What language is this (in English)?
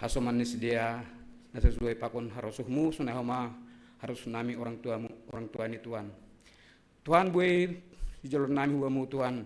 Batak Simalungun